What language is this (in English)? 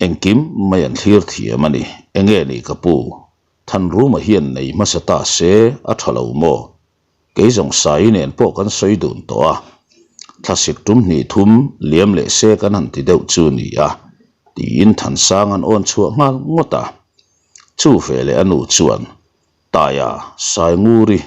Mizo